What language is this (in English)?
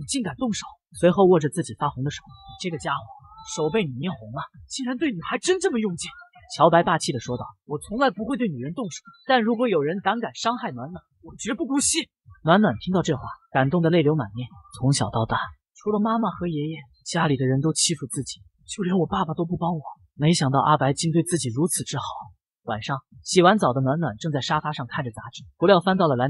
Chinese